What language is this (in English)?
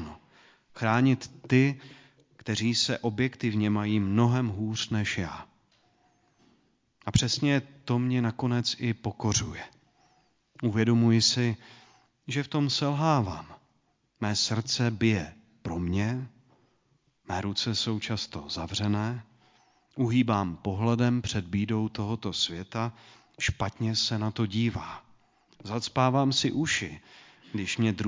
Czech